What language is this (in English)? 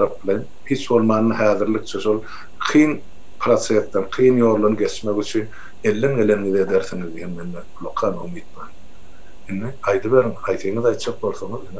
Turkmen